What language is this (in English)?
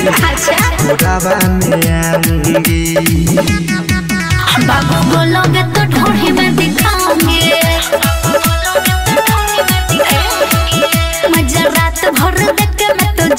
Bhojpuri